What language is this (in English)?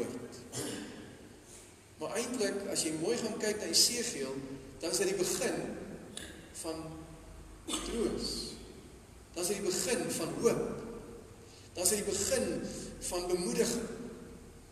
Afrikaans